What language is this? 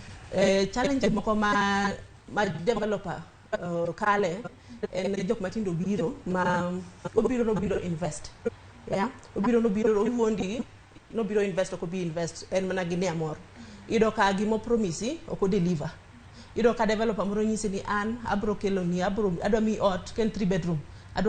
Luo (Kenya and Tanzania)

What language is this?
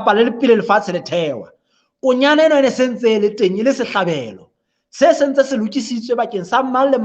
Southern Sotho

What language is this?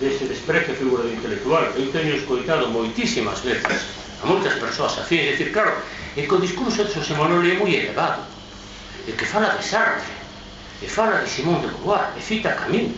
Galician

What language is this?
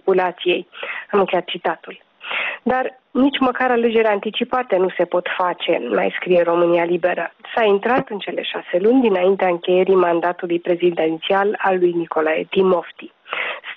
Romanian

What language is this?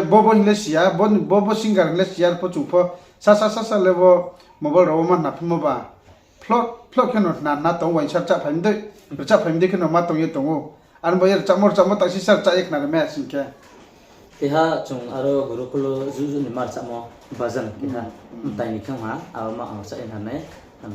Riang (India)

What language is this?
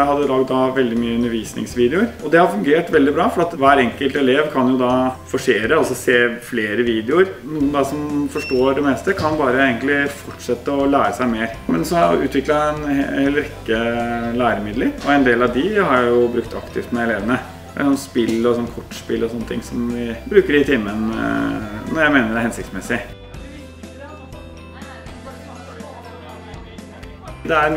Norwegian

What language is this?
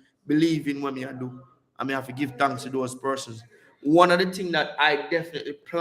Jamaican Creole English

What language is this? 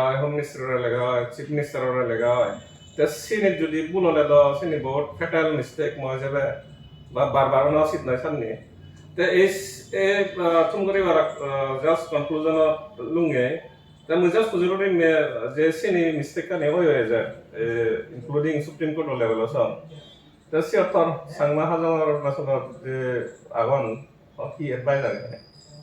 Chakma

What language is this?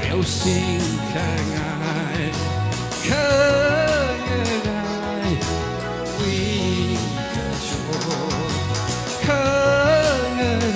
Tangkhul Naga (India)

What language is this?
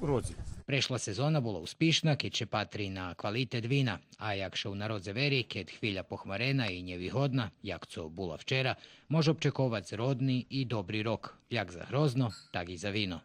Rusyn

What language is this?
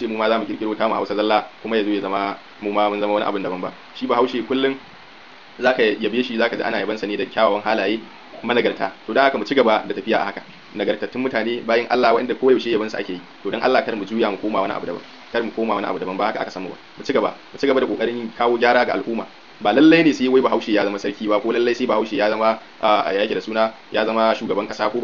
Hausa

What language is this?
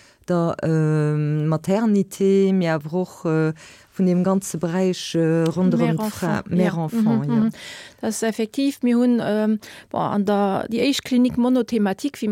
Luxembourgish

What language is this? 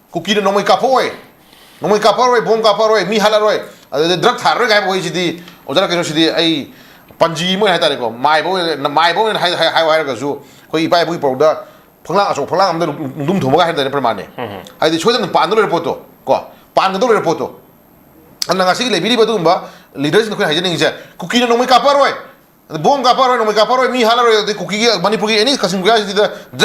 Manipuri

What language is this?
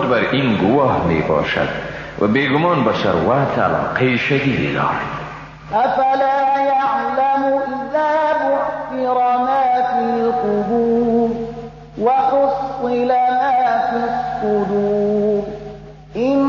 Persian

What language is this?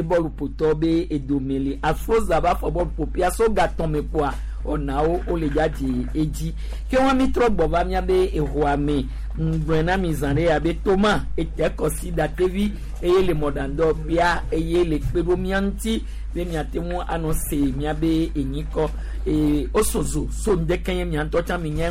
Gen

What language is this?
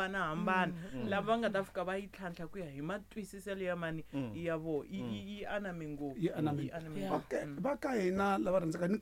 Tsonga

